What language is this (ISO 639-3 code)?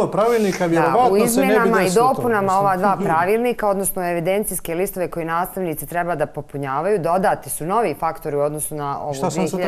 bos